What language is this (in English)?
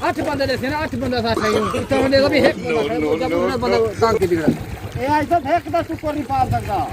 Saraiki